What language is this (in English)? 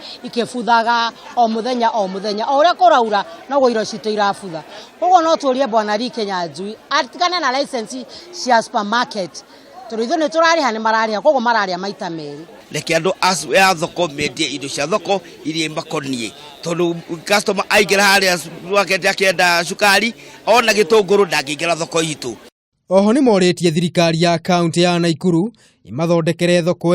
Kikuyu